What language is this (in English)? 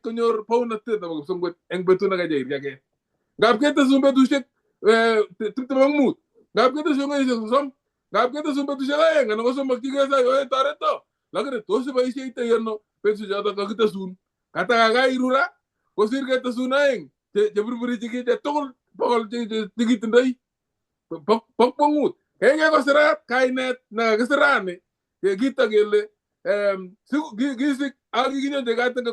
Kalenjin